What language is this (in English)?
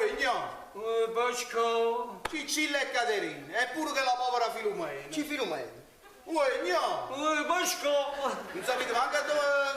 Neapolitan